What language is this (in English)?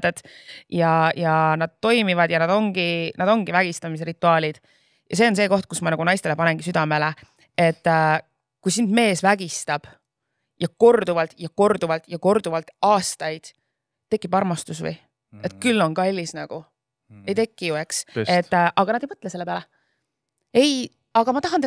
Estonian